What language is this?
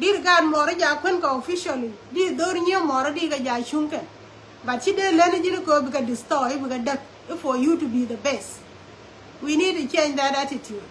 Nuer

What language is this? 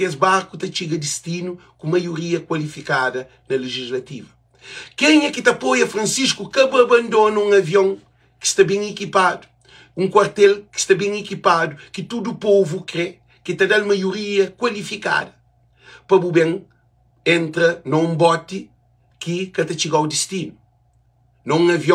Kabuverdianu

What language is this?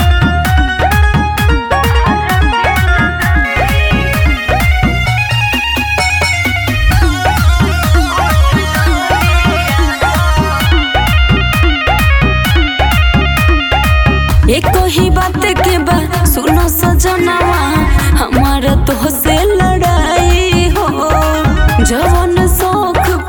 Bhojpuri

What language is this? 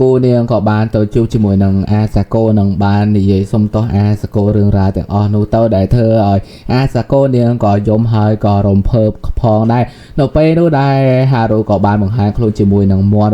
Khmer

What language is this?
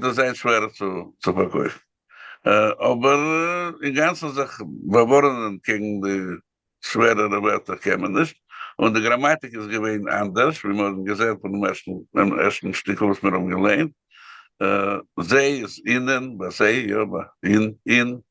Yiddish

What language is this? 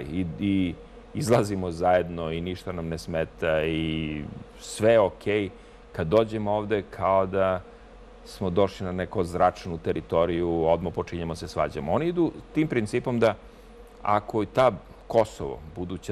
Serbian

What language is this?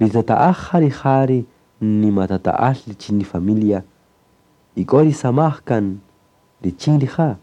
Kaqchikel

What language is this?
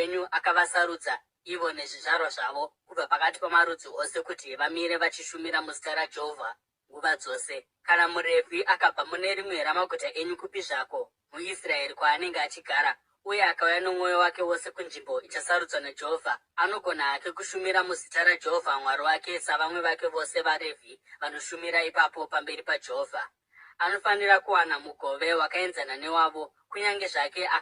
Shona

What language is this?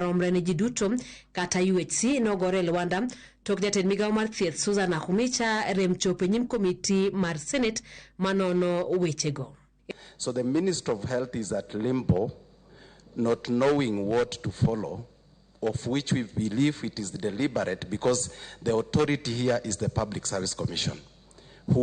Luo (Kenya and Tanzania)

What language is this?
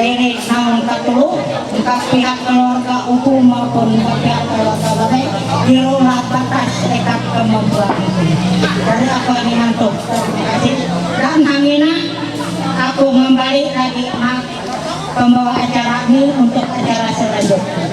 Ma'anyan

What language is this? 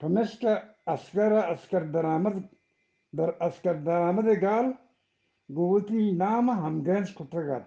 Eastern Balochi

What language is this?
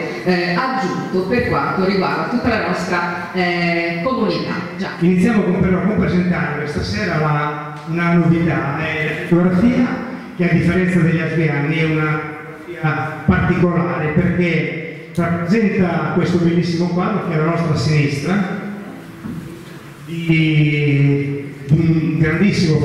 Italian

